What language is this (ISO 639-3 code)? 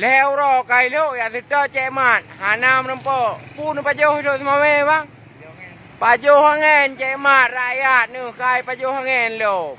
ace